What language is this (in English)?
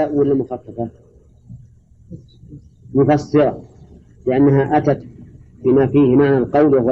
Arabic